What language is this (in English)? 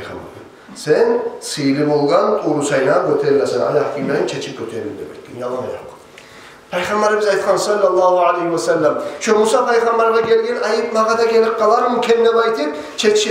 Kumyk